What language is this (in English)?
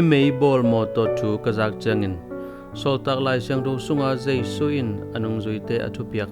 Tedim Chin